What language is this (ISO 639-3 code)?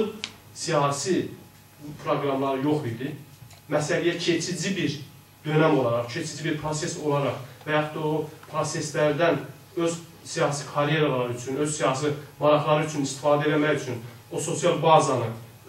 azb